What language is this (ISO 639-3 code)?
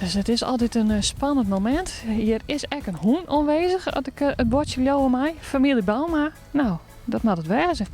fry